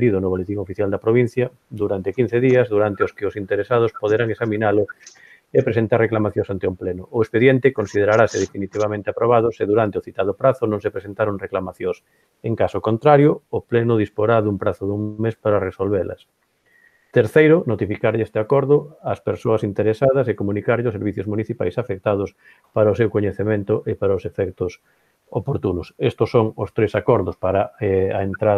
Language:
Galician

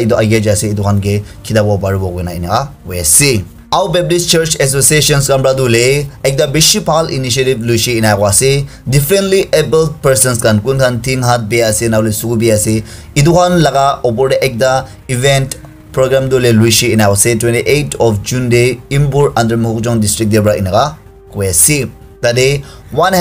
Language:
Naga Pidgin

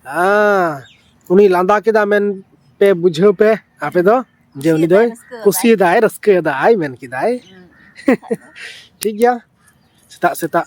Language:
Santali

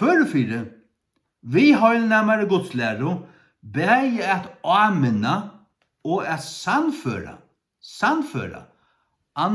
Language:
Faroese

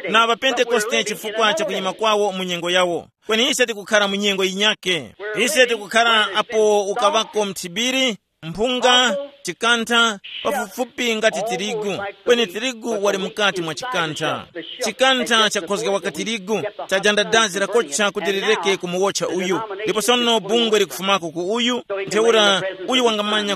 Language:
Tumbuka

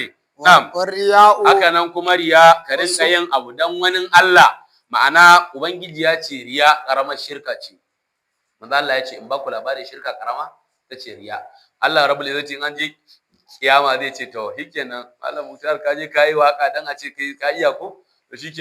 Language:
Hausa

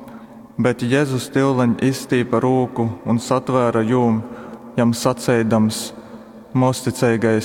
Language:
Latgalian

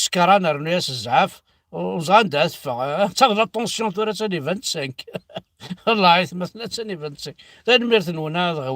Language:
Kabyle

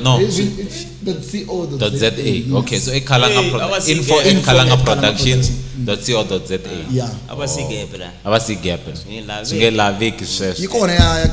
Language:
Tsonga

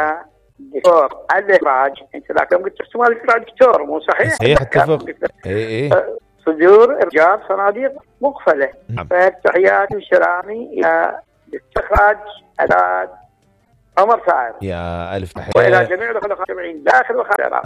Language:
Mesopotamian Arabic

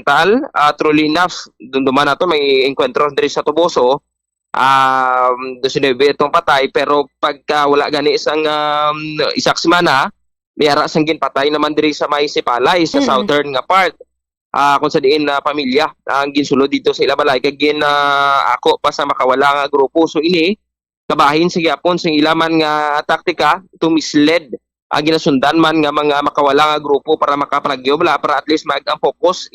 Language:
Hiligaynon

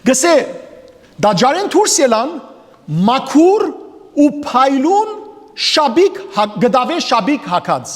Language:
Western Armenian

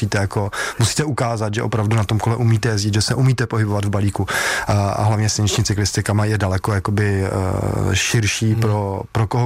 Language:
Czech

